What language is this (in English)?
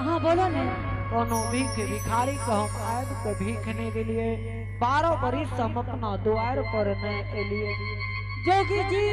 Angika